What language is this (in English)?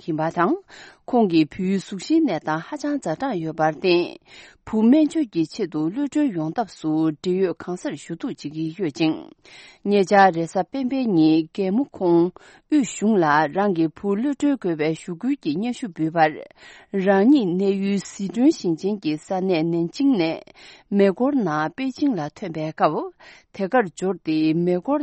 Tibetan